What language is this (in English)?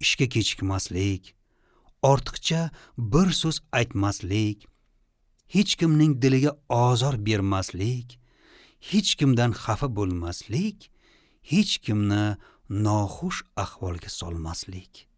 Uzbek